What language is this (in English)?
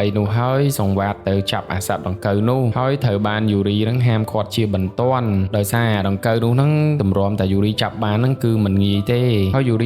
Khmer